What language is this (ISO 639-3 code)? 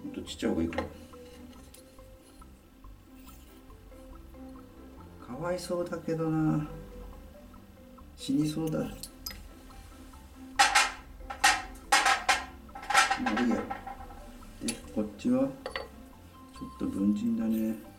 jpn